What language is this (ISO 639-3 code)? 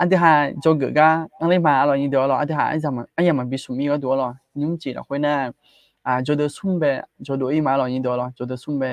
ahk